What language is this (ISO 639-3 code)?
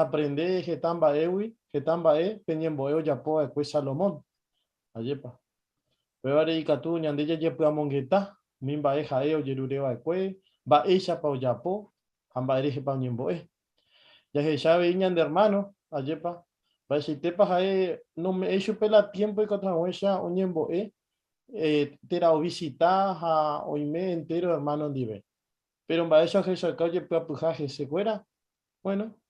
grn